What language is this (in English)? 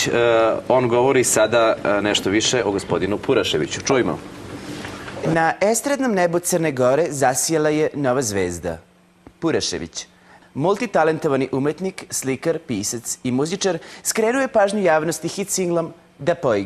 Serbian